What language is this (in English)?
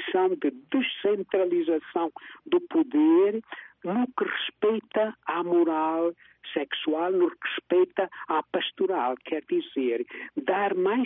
Portuguese